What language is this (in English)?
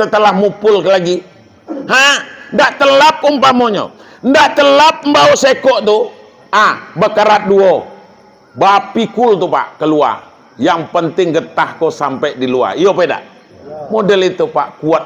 Minangkabau